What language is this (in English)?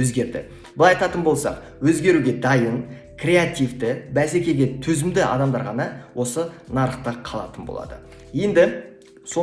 Kazakh